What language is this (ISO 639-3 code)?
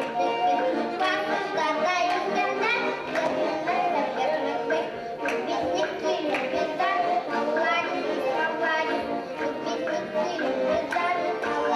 bak